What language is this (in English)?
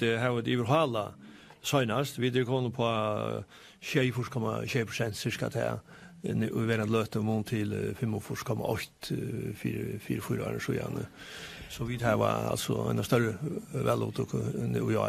Faroese